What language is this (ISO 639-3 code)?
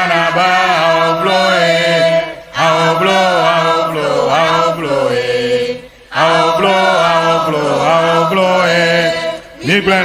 ewe